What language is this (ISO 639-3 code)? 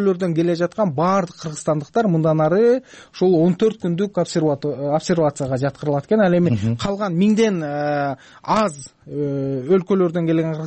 kir